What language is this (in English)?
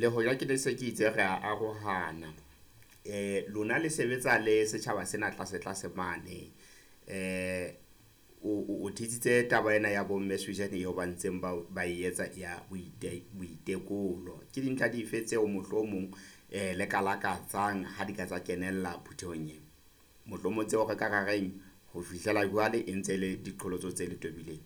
Southern Sotho